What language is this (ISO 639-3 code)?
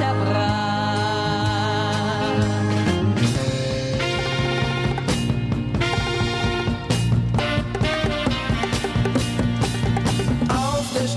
deu